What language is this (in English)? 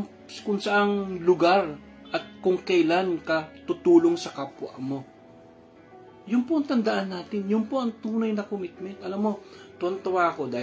Filipino